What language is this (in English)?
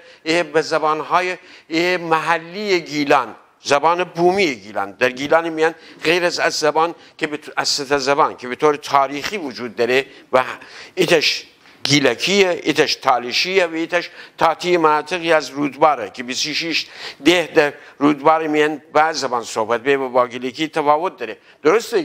Gilaki